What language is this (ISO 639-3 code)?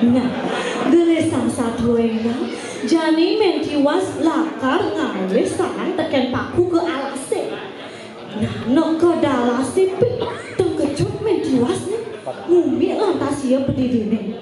ban